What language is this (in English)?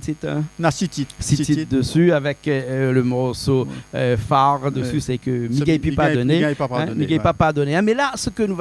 Réunion Creole French